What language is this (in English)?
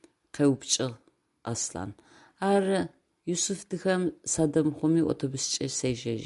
Adyghe